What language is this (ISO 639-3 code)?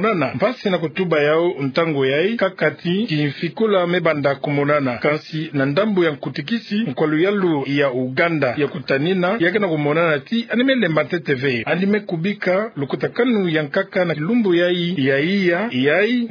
ktu